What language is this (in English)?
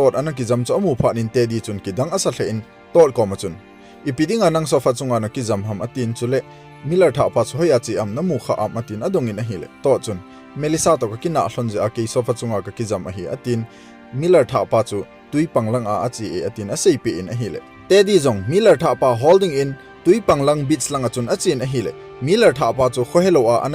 Thado Chin